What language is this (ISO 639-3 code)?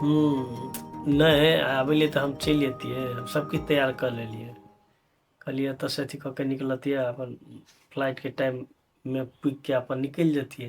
mai